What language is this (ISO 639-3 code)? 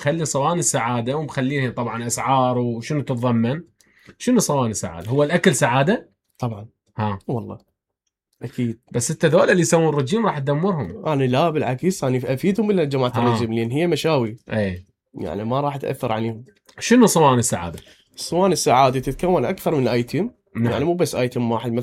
acm